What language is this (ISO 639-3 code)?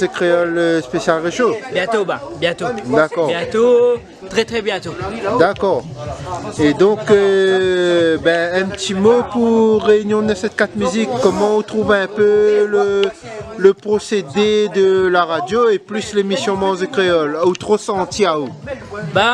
rcf